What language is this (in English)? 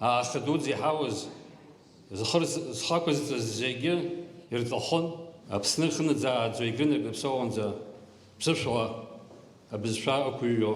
Abkhazian